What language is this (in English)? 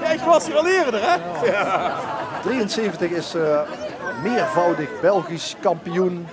Limburgish